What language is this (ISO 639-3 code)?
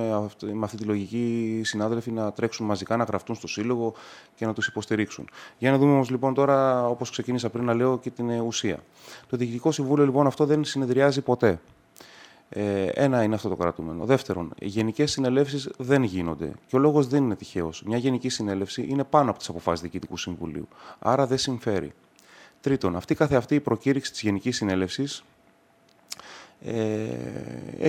ell